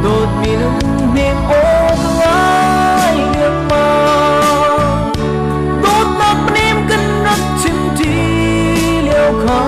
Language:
Hakha Chin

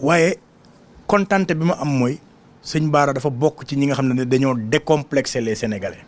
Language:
Wolof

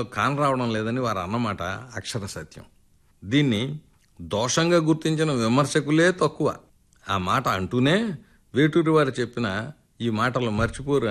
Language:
Telugu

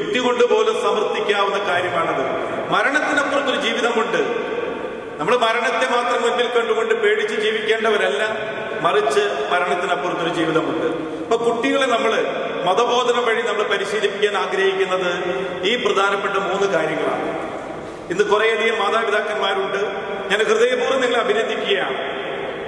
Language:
Malayalam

